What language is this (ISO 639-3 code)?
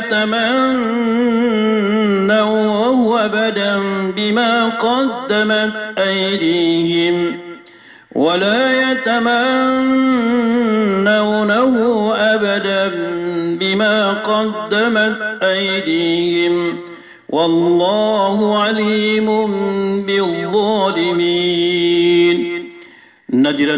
mrw